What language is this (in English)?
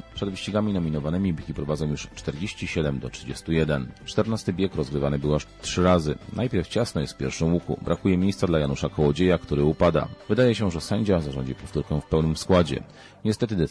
Polish